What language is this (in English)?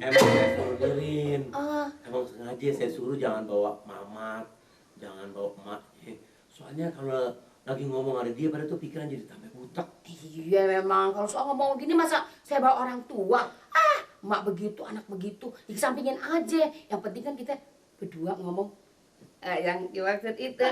Betawi